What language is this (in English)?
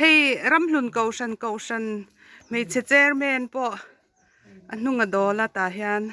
Mizo